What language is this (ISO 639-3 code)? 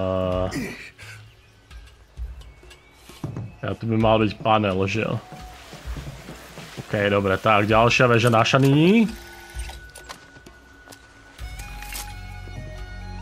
slk